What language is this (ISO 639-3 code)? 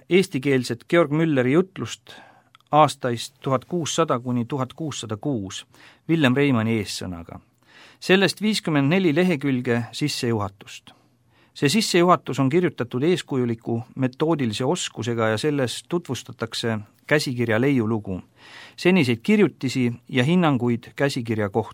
est